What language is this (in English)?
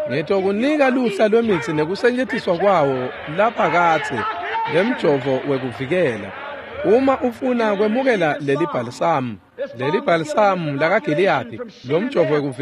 Swati